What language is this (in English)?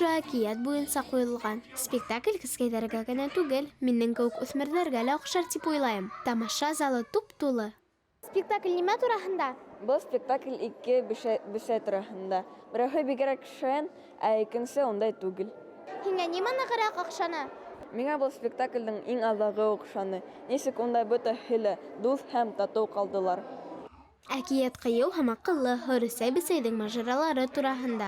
Bashkir